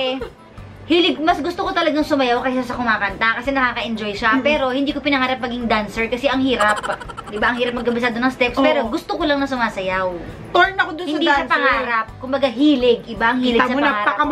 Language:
Filipino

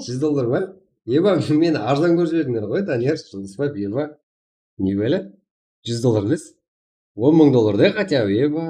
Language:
Kara-Kalpak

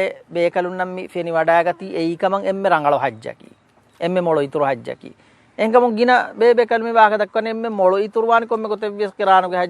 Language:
Divehi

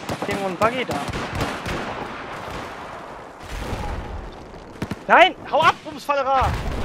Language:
German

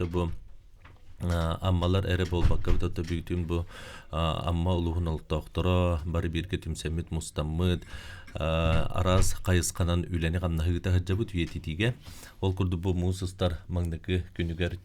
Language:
Yakut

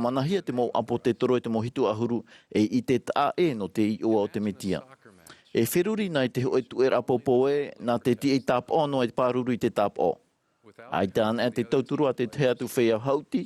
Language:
Tahitian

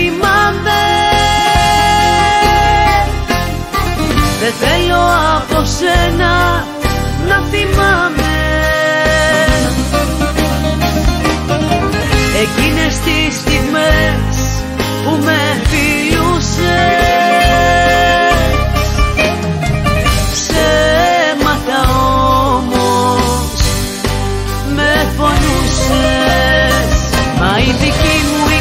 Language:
Greek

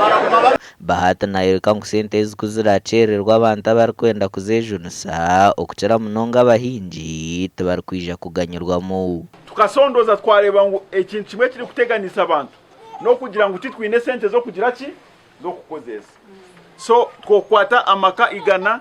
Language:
Nyankole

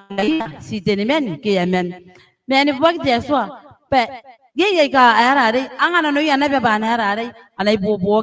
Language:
Gilbertese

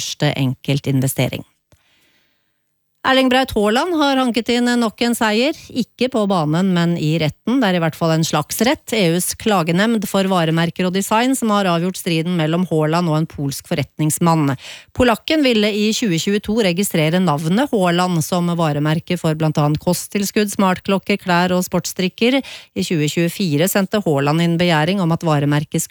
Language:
Norwegian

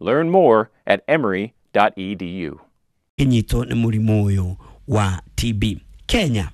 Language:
Kikuyu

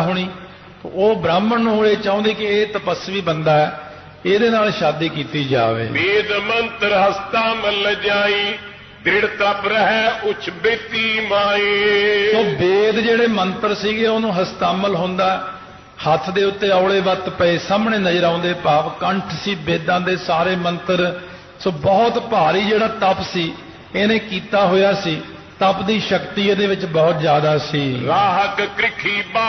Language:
Punjabi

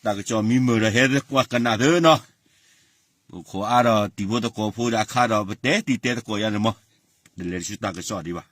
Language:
S'gaw Karen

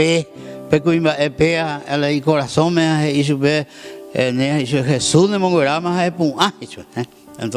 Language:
Guarani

